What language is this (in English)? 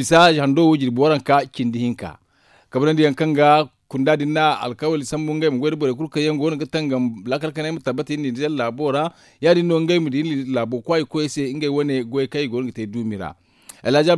Zarma